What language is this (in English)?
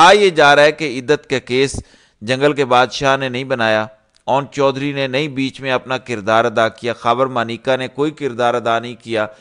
Urdu